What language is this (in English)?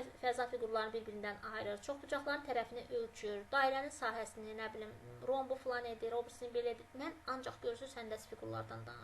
Azerbaijani